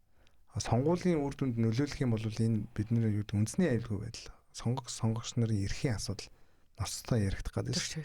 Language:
Mongolian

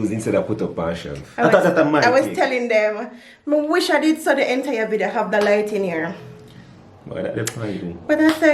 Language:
Jamaican Creole English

